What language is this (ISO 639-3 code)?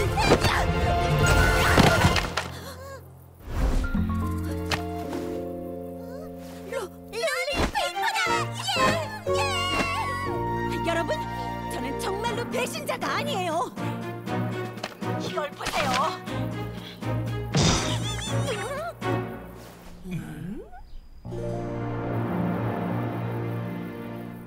kor